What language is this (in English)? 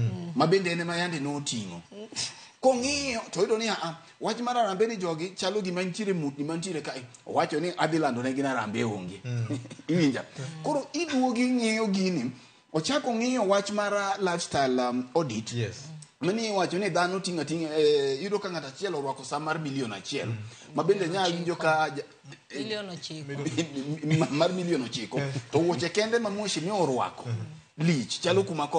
Luo (Kenya and Tanzania)